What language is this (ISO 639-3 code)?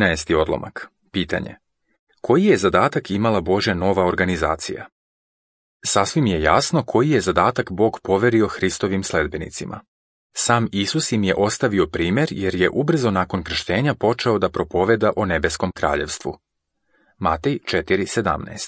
srp